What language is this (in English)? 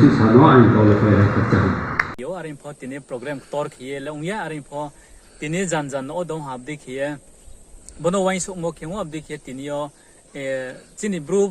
Riang (India)